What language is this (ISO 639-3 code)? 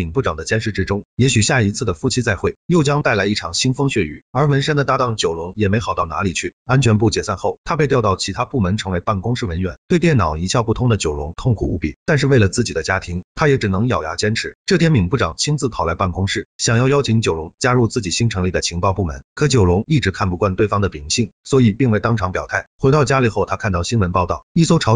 zho